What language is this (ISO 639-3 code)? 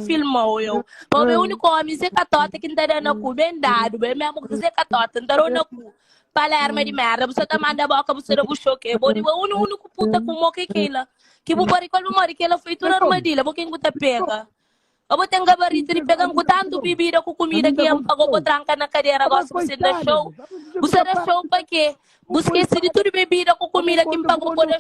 kea